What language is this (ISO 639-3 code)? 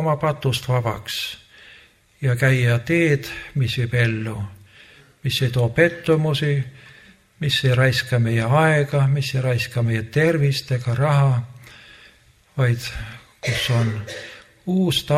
est